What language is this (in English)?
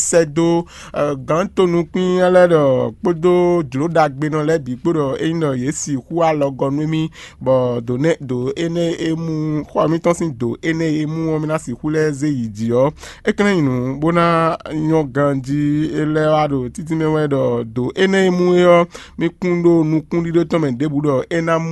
Fon